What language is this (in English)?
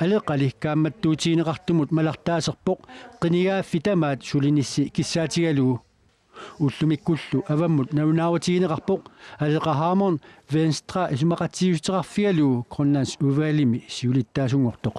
Kalaallisut